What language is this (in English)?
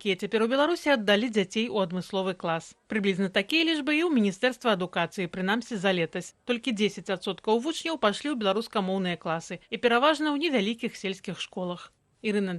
Belarusian